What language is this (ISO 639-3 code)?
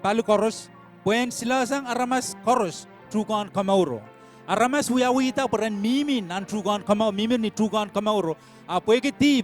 pon